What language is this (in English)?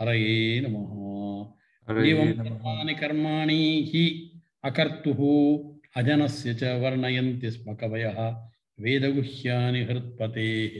Sanskrit